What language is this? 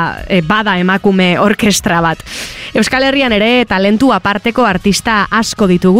Basque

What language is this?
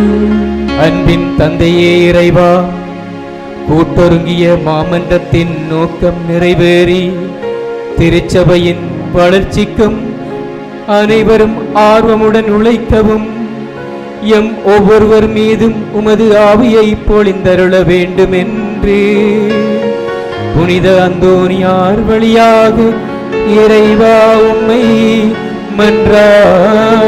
Tamil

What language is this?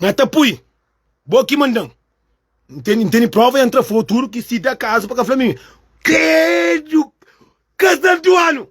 Kabuverdianu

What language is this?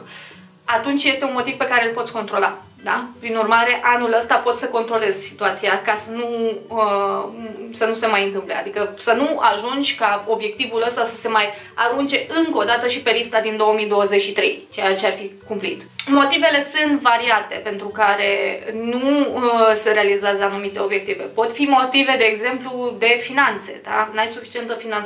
Romanian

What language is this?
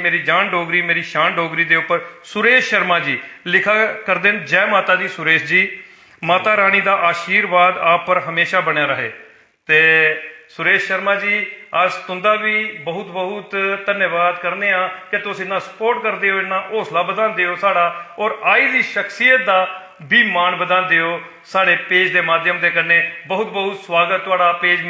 Dogri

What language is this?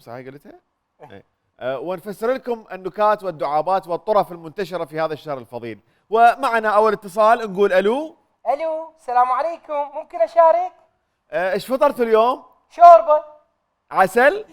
Mesopotamian Arabic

